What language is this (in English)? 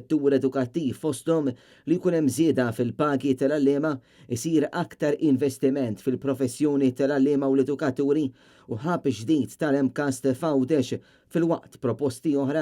Maltese